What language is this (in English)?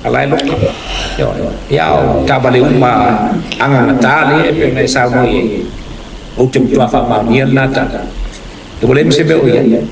Samoan